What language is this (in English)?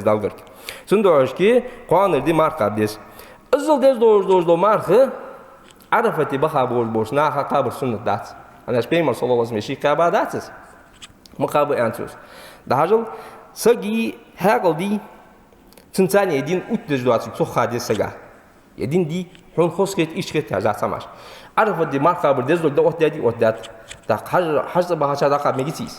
Ingush